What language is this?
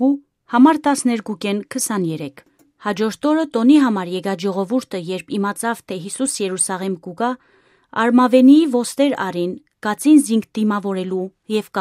Western Armenian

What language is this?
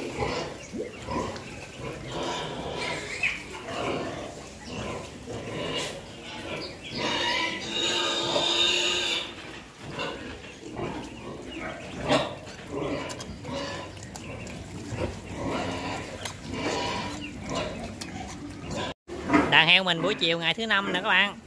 Vietnamese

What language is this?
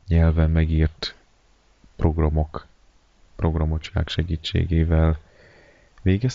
Hungarian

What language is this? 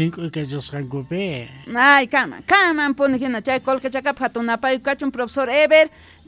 South Bolivian Quechua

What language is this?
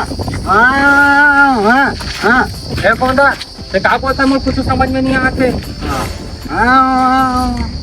Chhattisgarhi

